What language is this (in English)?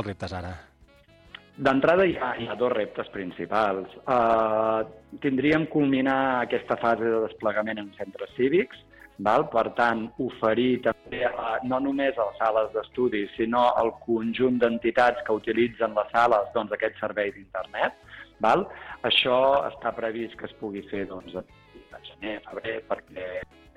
Catalan